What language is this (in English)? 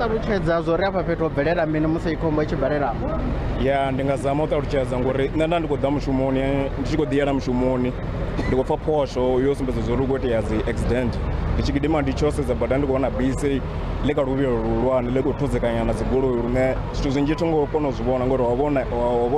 Venda